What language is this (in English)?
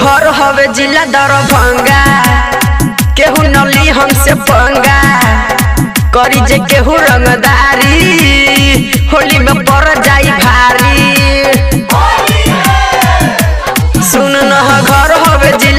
Bhojpuri